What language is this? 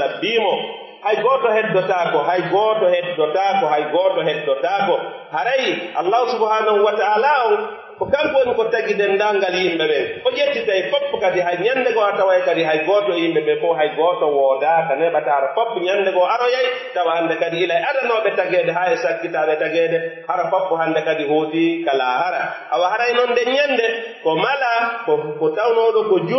Pular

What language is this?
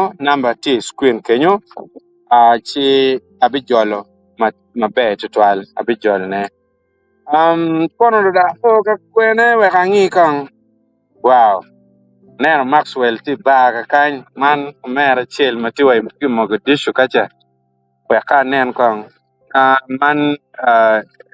Acoli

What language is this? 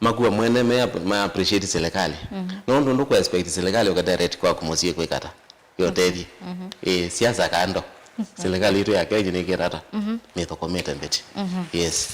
Kamba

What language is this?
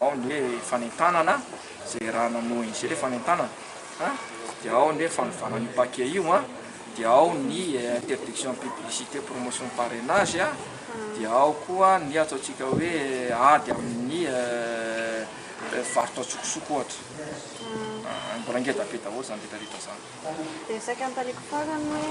Malagasy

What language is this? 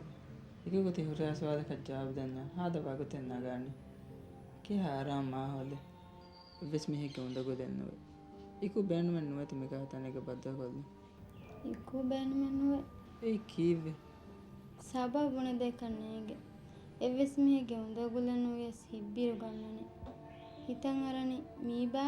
Divehi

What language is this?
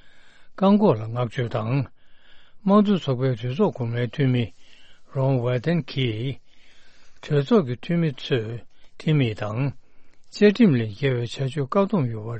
Tibetan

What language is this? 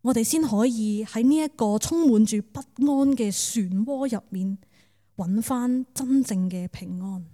Cantonese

